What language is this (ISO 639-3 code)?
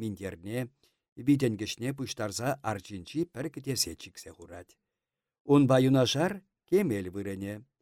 chv